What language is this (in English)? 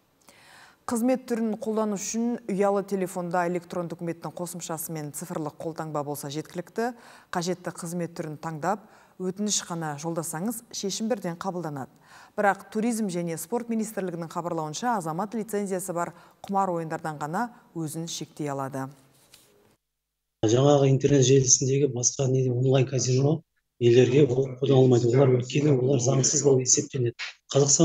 Kazakh